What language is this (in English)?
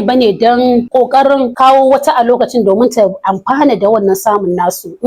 Hausa